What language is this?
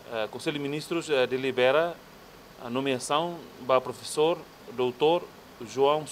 Tetum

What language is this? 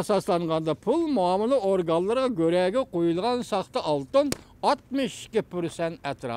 Uyghur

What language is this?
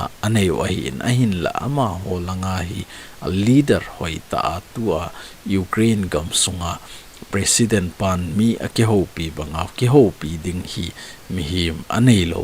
Thado Chin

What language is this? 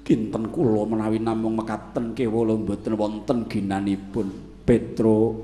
Javanese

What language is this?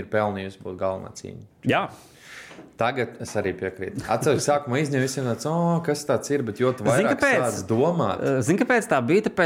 Latvian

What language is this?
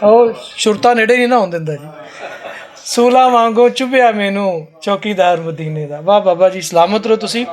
Western Panjabi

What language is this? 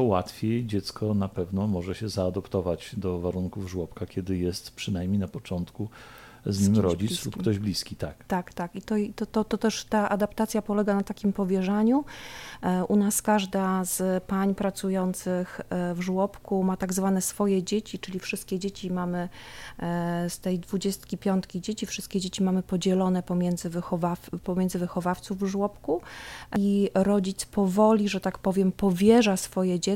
Polish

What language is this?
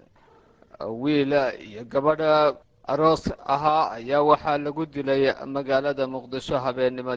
Somali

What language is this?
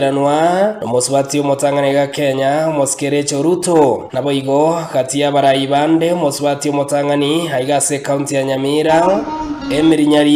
Gusii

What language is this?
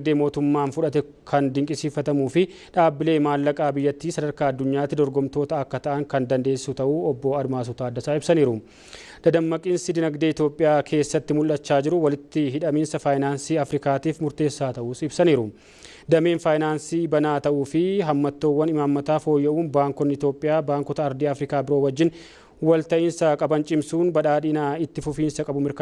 Oromo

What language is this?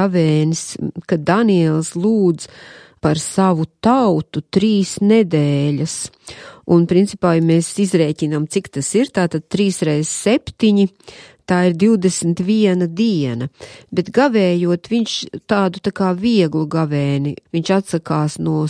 Latvian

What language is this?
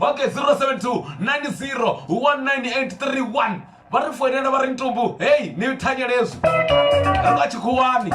Venda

